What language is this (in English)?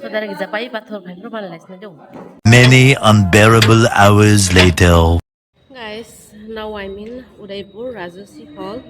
Kok Borok